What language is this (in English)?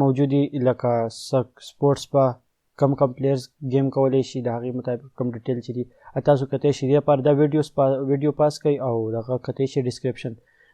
Pashto